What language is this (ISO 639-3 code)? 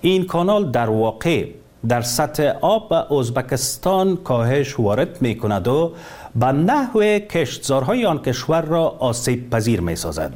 fas